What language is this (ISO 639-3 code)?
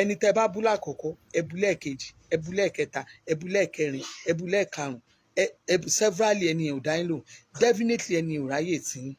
yor